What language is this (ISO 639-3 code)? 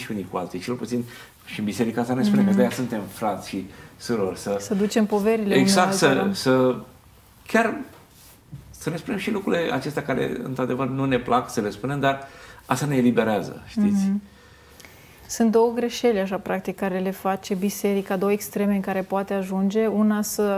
ron